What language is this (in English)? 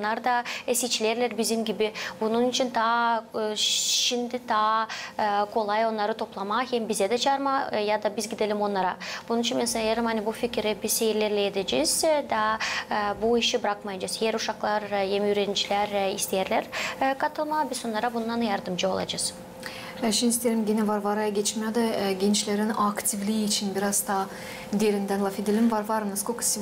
Gagauz